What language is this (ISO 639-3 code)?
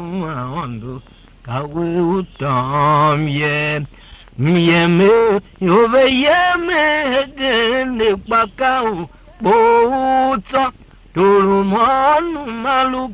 tiv